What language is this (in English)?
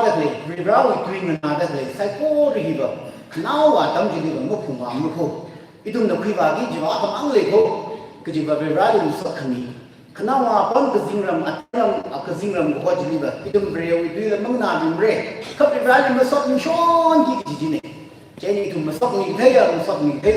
Tangkhul Naga (India)